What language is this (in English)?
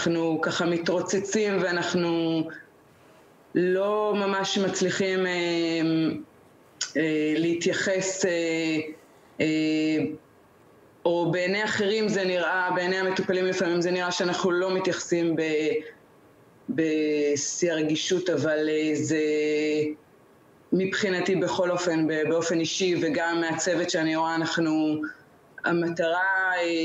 Hebrew